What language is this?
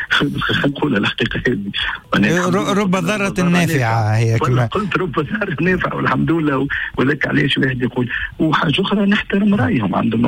Tunisian Arabic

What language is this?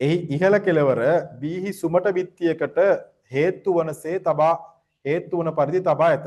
Sinhala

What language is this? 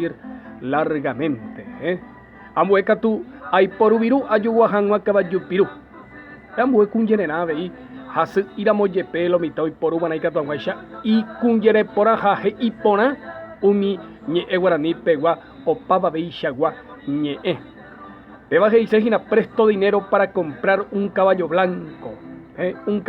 Guarani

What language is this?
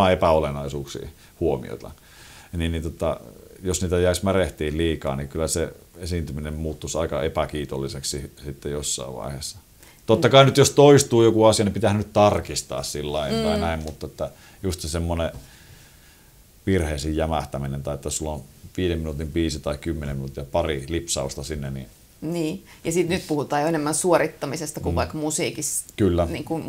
Finnish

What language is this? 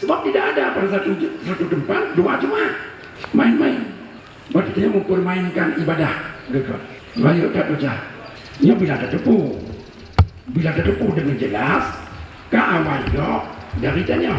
Achinese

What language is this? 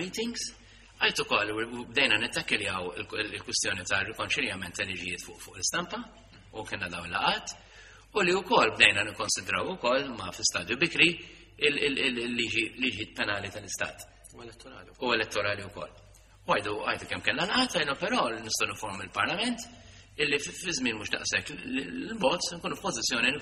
Maltese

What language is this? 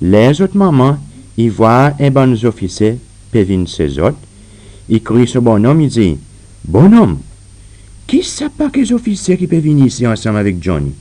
Seselwa Creole French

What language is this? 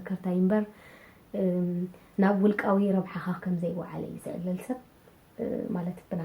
Tigrinya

